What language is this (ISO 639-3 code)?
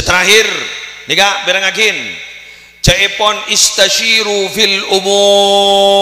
mad